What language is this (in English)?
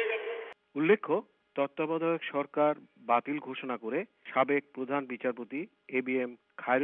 Bangla